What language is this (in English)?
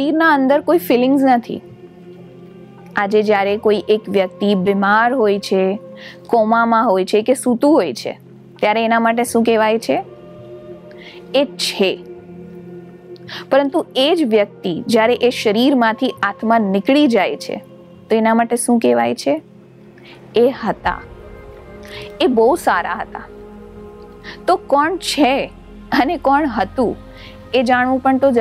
Gujarati